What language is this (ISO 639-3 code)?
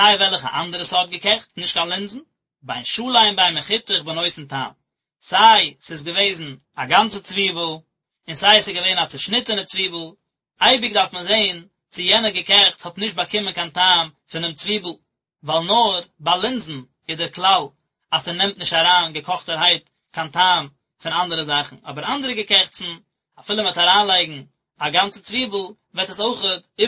yid